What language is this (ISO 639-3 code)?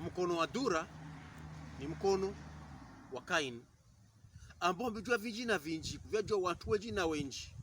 pkb